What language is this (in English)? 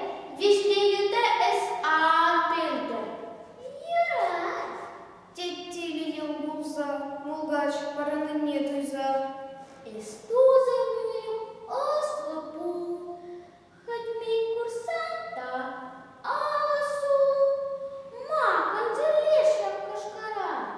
Chuvash